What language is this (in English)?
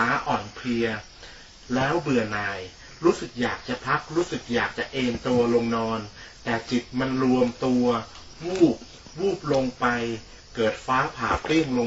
Thai